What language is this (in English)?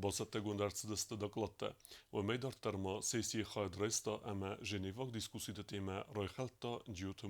Ossetic